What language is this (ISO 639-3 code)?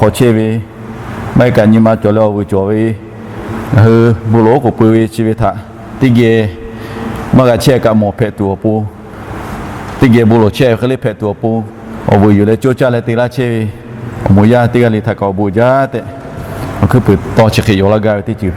lhu